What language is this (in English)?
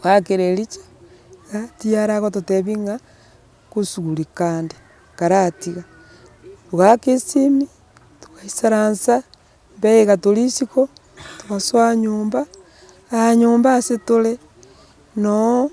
Gusii